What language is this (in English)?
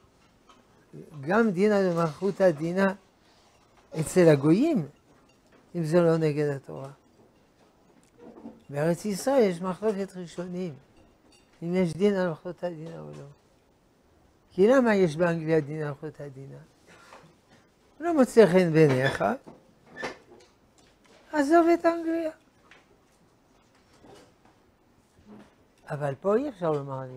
Hebrew